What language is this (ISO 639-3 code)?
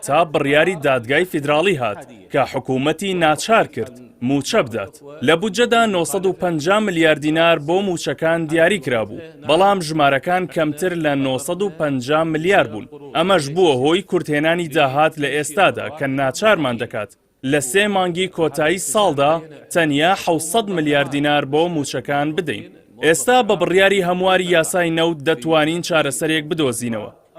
ckb